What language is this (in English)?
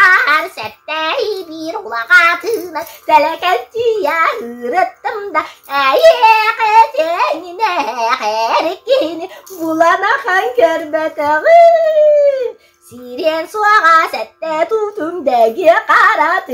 Yakut